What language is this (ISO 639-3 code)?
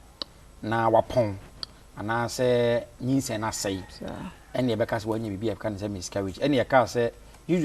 aka